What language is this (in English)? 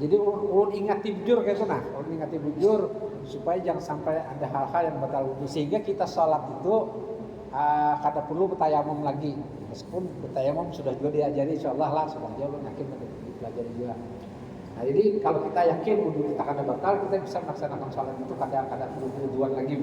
Banjar